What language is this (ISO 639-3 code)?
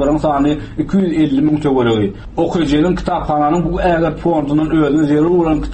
tuk